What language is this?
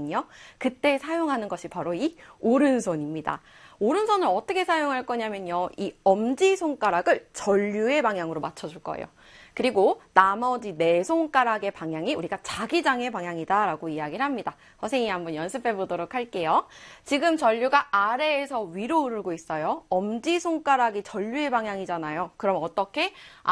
Korean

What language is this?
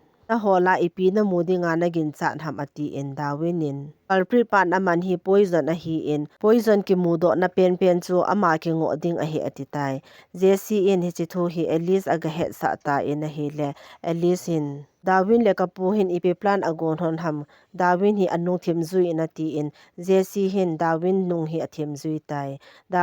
Thado Chin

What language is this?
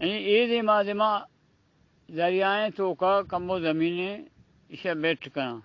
Eastern Balochi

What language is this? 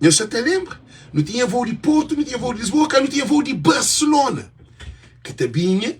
Kabuverdianu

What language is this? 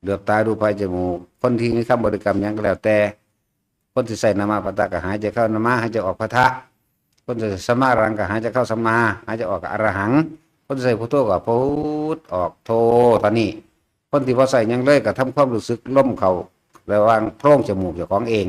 Northeastern Thai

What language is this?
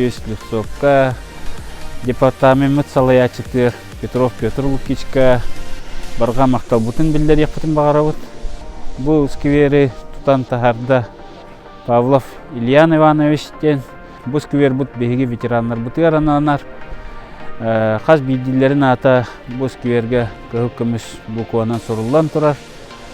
Yakut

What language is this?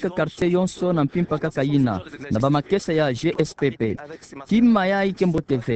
Kituba (Democratic Republic of Congo)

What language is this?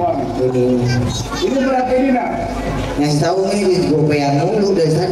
Betawi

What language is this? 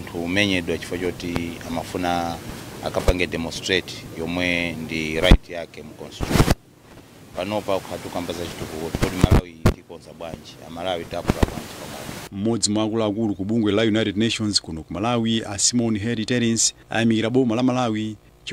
Nyanja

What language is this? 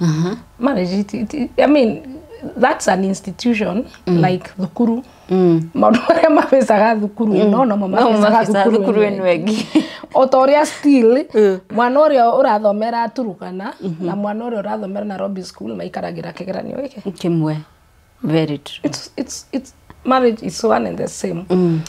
Kikuyu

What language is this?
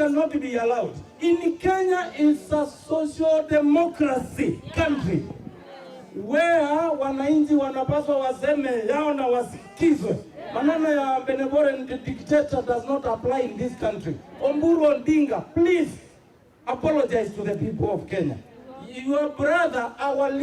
Kamba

